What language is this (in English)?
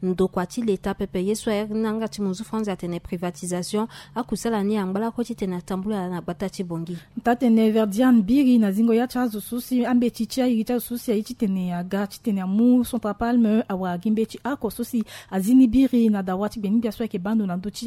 Sango